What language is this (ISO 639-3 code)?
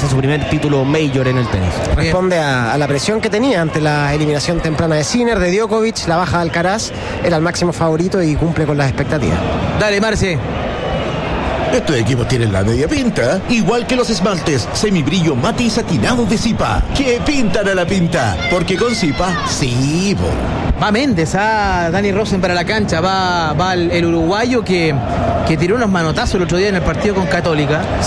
spa